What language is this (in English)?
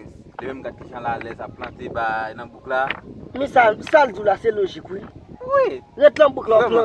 Haitian Creole